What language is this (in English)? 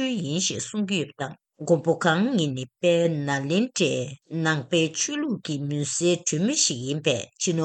Tibetan